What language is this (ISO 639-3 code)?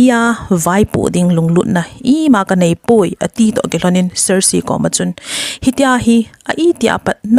tcz